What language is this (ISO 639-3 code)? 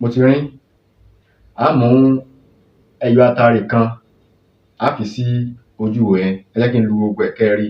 yor